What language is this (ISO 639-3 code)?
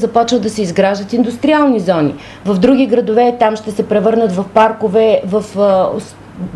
bul